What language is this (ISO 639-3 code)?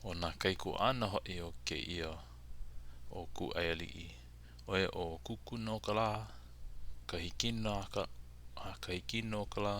haw